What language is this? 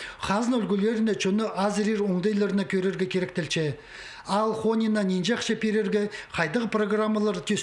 Khakas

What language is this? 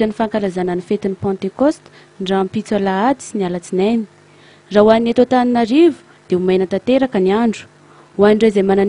Malagasy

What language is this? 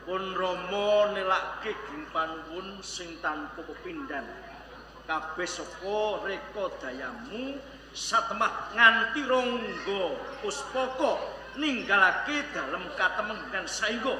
Javanese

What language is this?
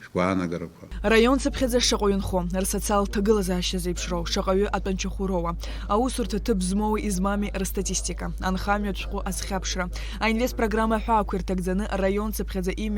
Abkhazian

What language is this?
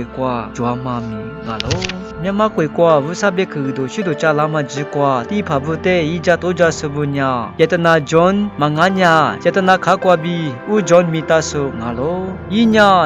Lisu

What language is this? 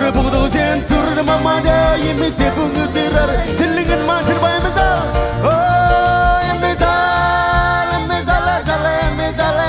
Marshallese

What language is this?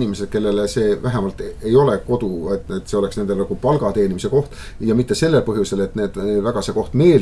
Estonian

